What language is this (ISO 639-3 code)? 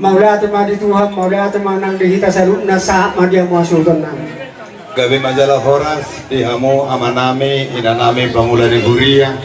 bbc